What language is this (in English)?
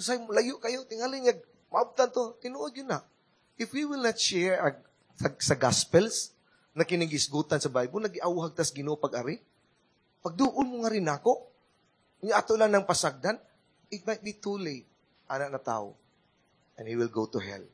Cebuano